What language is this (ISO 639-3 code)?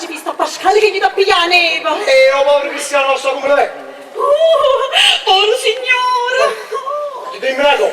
nap